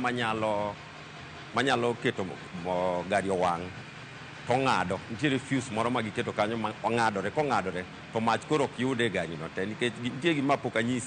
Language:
Luo (Kenya and Tanzania)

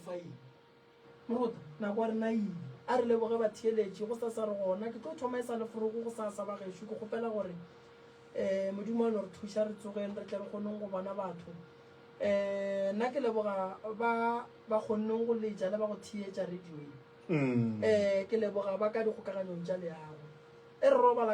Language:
Northern Sotho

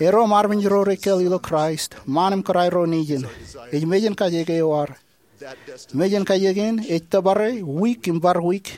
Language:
Marshallese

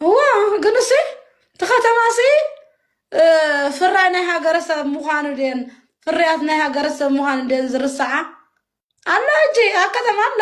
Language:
Tigrinya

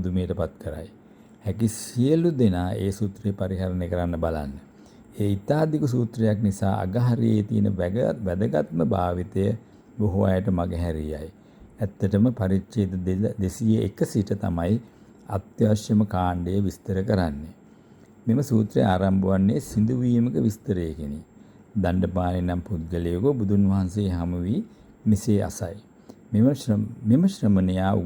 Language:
Sinhala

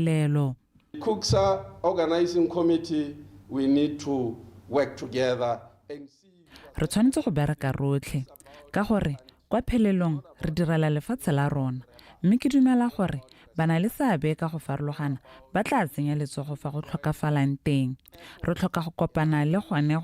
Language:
Tswana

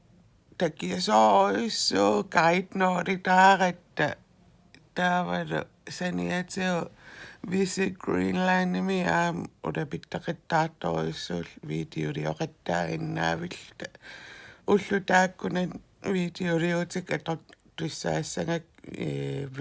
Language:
Kalaallisut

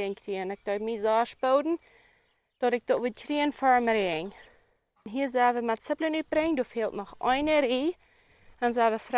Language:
Plautdietsch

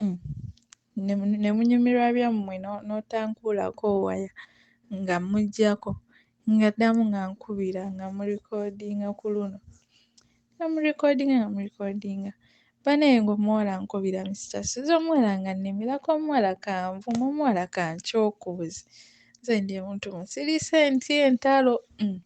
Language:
Ganda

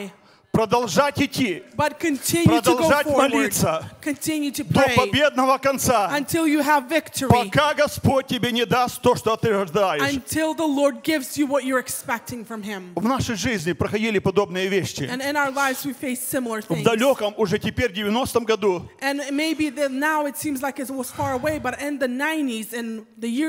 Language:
Russian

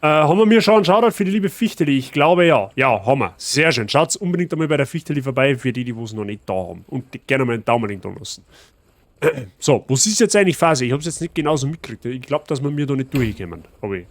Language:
Bavarian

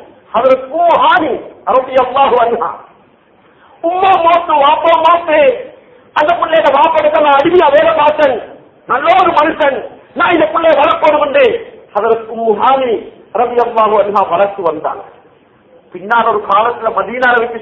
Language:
Tamil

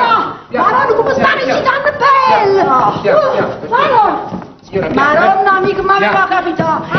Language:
Neapolitan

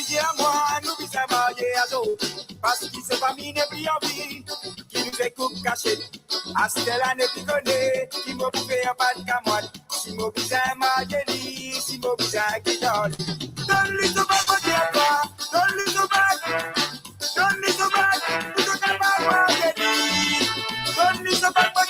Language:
Morisyen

